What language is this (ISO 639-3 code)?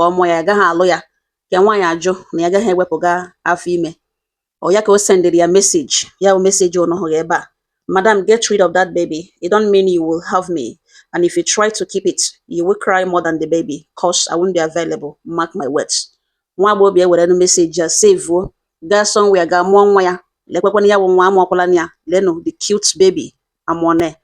ibo